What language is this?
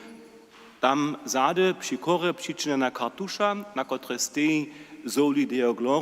Upper Sorbian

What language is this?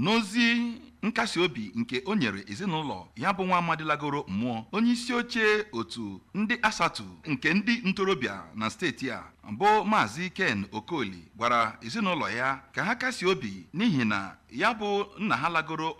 Igbo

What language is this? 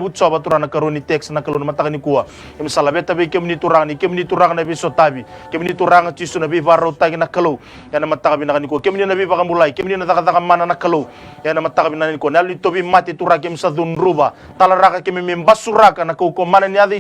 Fijian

